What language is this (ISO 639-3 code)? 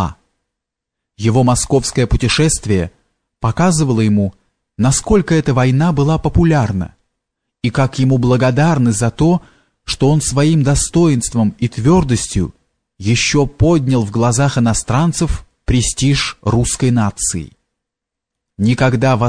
rus